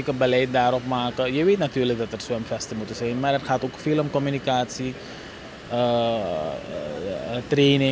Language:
Dutch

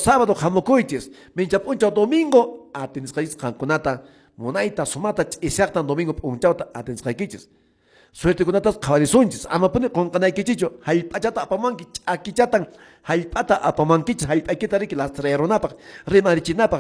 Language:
Quechua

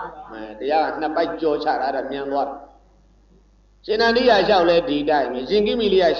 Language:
Burmese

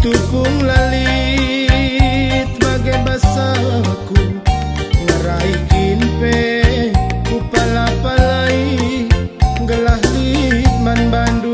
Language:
Batak Karo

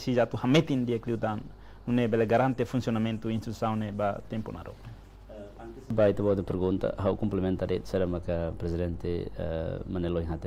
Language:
Tetum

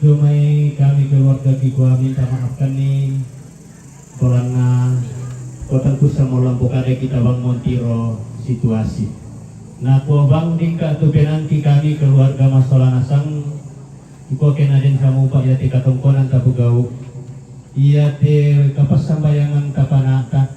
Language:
Toraja-Sa'dan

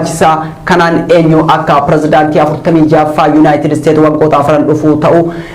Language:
Oromo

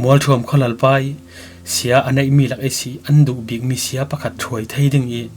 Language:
Falam Chin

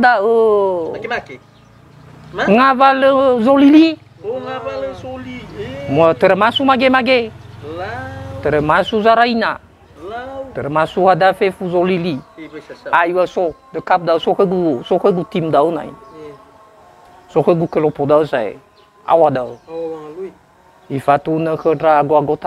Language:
Nias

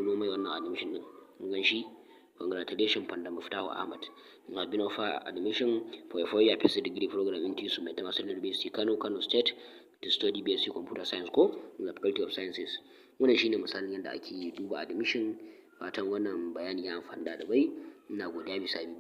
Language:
Hausa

